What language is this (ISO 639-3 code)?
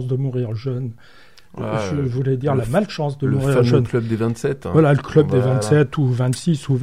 fra